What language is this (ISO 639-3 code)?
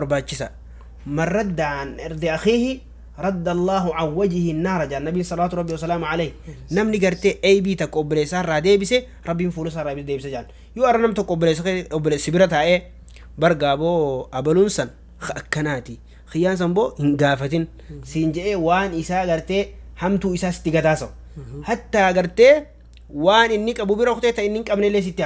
orm